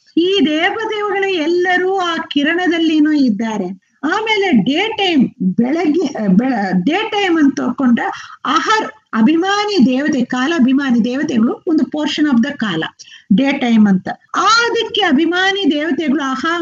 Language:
Kannada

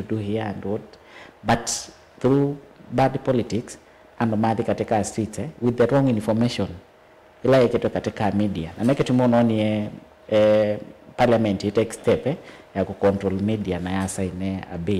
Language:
Kamba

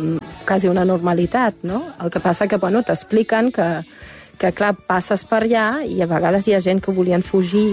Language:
Catalan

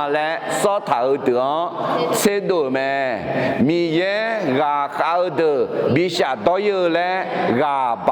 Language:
Akha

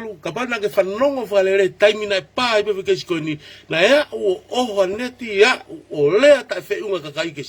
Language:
Tongan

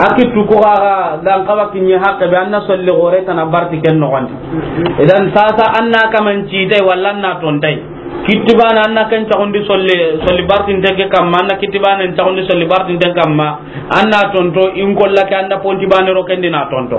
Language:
Soninke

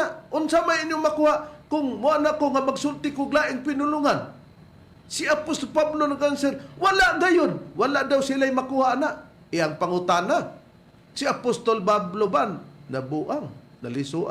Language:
Cebuano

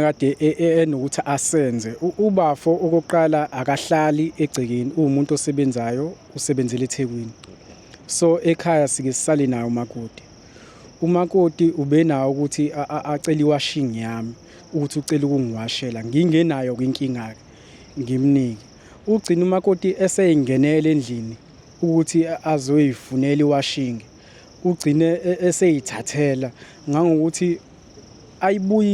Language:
Zulu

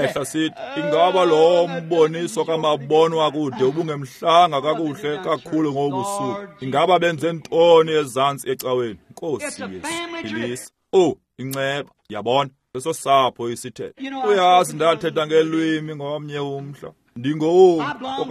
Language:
Xhosa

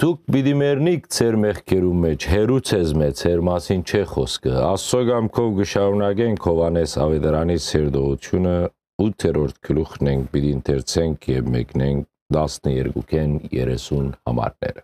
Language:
Western Armenian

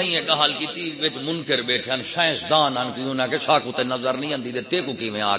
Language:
Saraiki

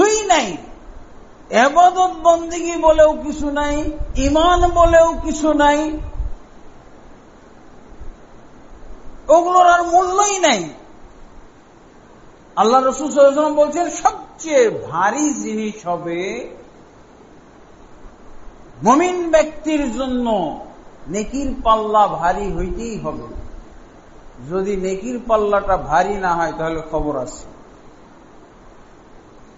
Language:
Bangla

